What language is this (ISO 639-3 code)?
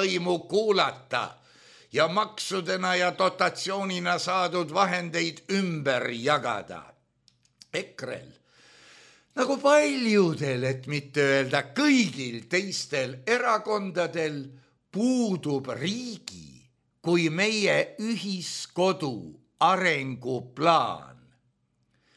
est